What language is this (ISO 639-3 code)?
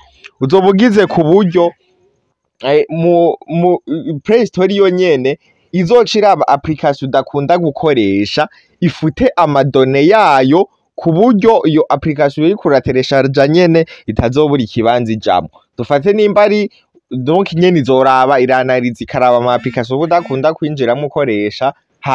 run